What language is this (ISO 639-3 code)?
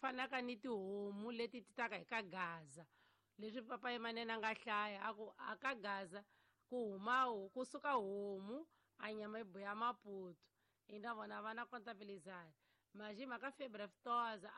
tso